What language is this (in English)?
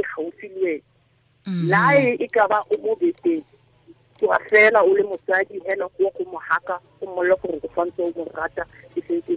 Tswana